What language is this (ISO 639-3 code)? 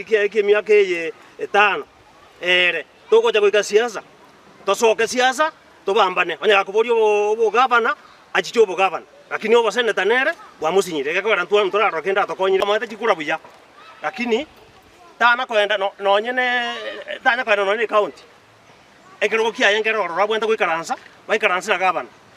guz